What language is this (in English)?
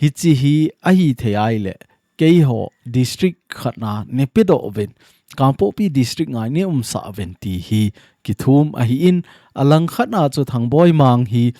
Thado Chin